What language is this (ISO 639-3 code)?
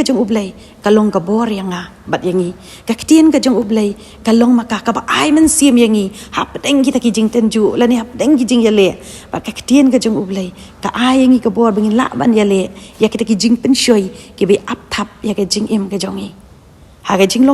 kha